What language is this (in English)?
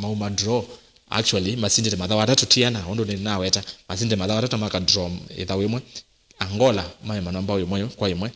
Kamba